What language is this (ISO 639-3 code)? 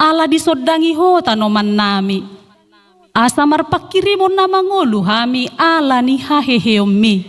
bbc